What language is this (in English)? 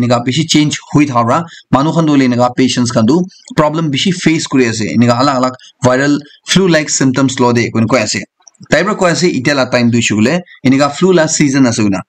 Naga Pidgin